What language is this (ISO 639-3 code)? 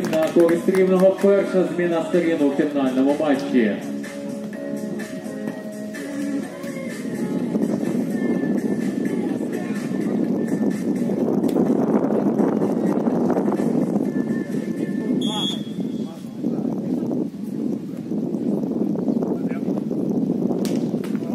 ukr